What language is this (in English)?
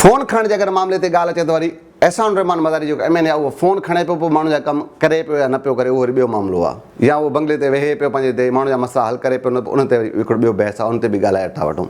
Sindhi